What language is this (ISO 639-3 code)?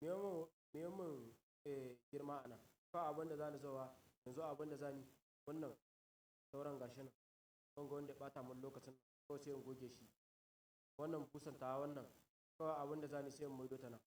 hau